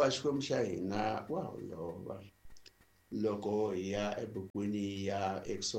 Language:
Tsonga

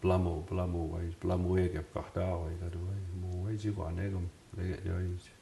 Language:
Mi'kmaw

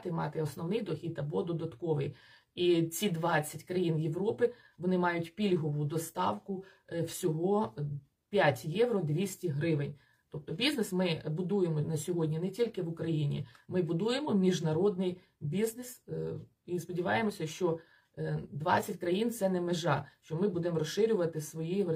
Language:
Ukrainian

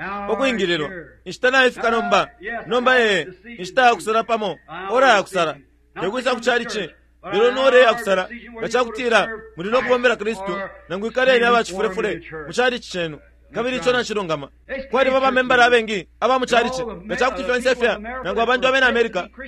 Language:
Bemba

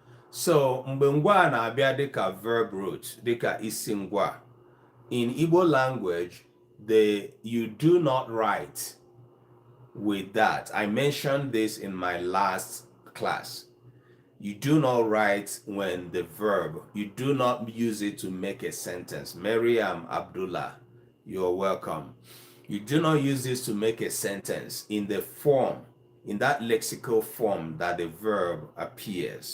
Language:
Igbo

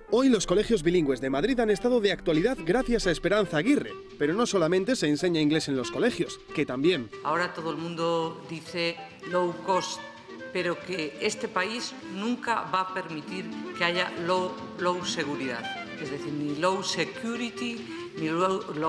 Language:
Spanish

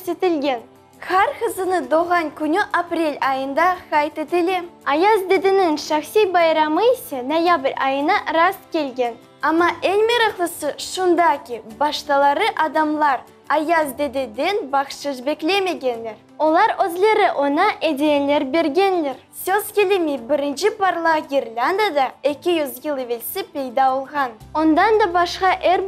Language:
Crimean Tatar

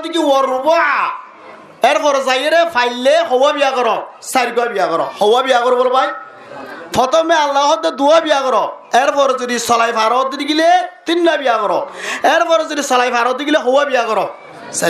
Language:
Rohingya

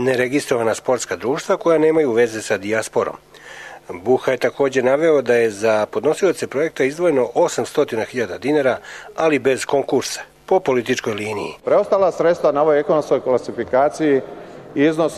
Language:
Serbian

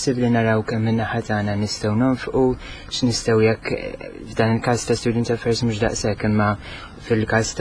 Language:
Maltese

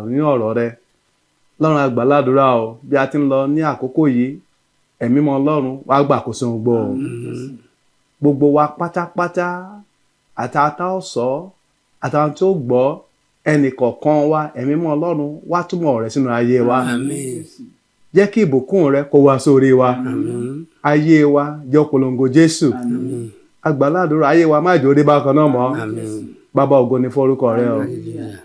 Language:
Yoruba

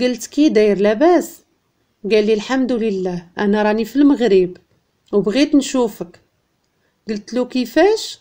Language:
Moroccan Arabic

